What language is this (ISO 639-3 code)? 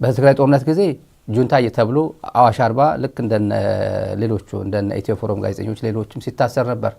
amh